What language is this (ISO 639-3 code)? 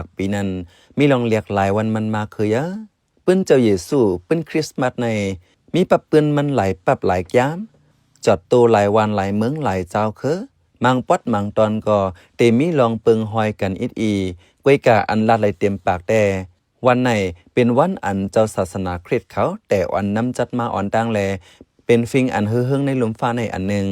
shn